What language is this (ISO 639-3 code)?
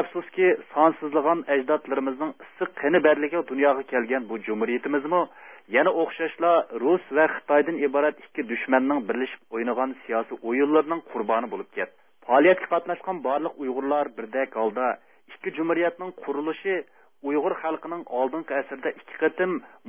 uig